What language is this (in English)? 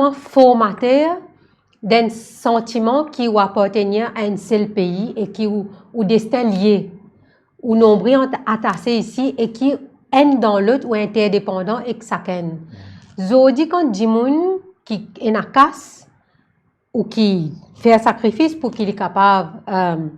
Morisyen